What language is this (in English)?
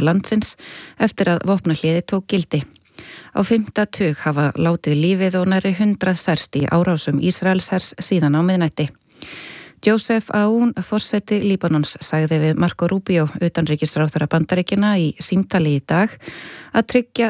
Icelandic